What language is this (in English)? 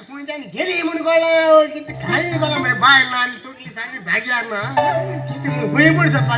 Konkani